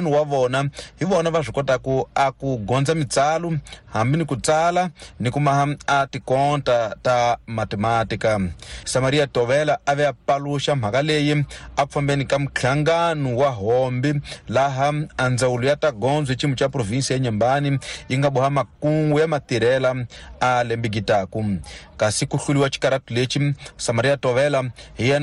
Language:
Tsonga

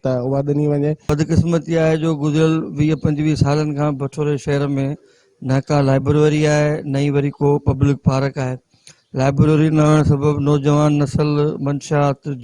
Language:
Sindhi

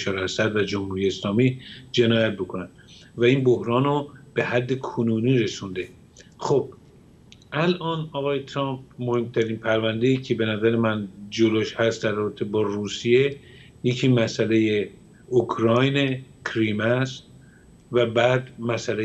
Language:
Persian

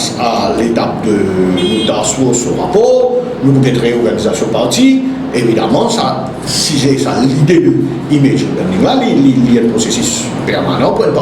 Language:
Morisyen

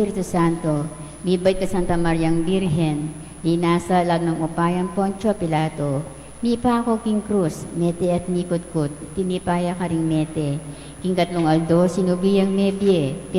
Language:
Pampanga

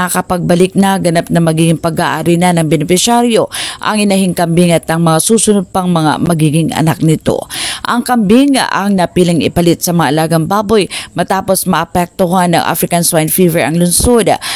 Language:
Filipino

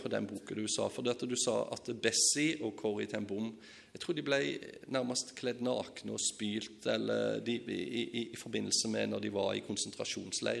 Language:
Norwegian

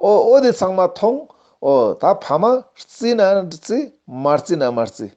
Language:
Ladakhi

